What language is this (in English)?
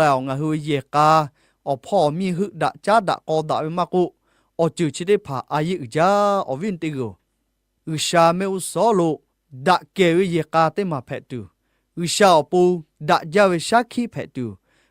Lahu